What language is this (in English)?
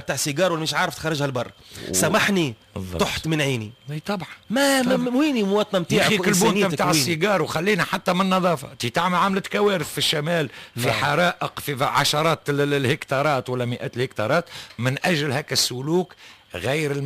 Tunisian Arabic